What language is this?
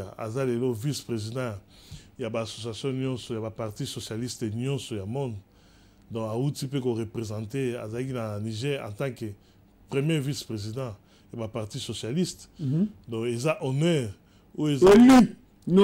Lingala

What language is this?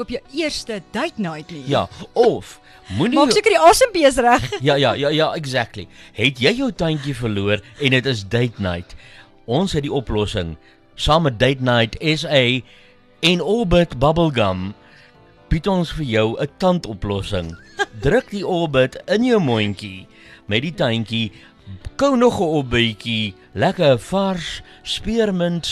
Afrikaans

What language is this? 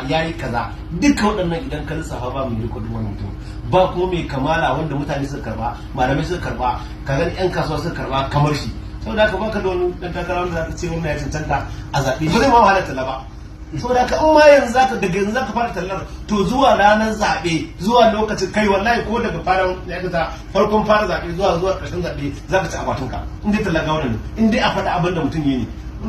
Hausa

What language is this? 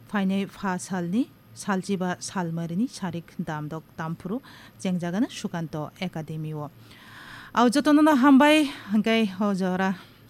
Kok Borok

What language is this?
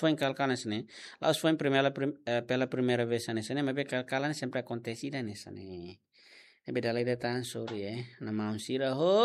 Tetum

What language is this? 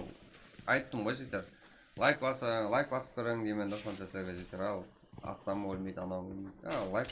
Kara-Kalpak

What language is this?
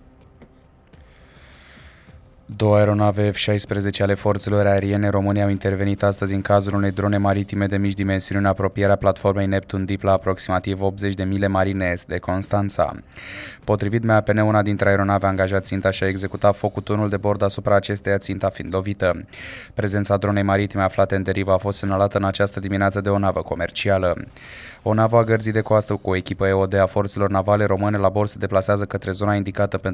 Romanian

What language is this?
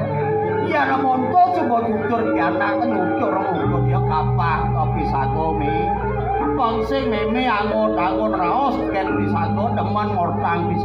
Balinese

